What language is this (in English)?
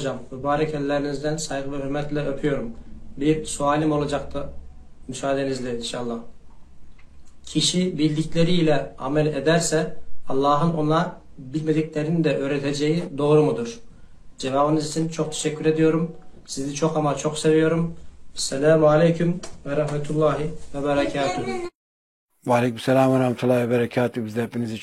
Turkish